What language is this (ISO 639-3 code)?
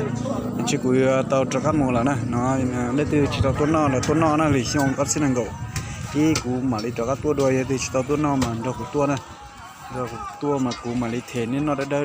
hmn